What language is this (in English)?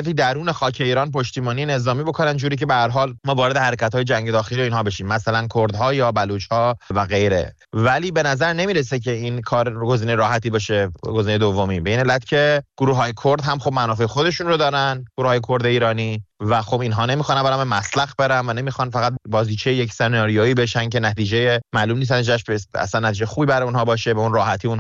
Persian